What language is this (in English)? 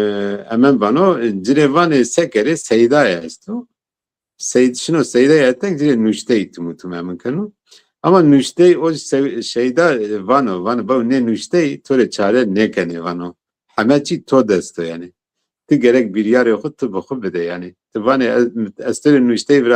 Zaza